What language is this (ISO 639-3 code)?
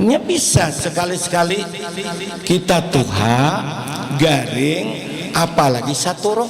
bjn